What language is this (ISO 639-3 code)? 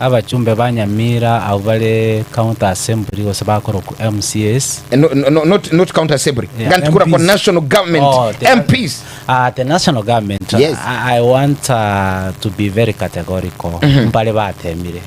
guz